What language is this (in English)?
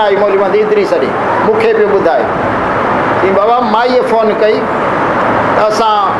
Sindhi